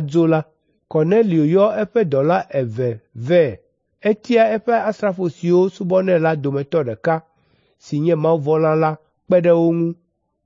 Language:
Ewe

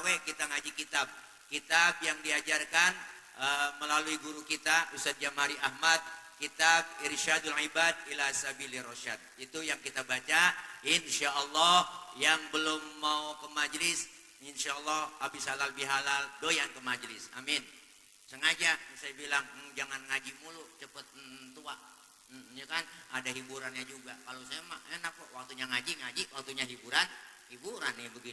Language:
Betawi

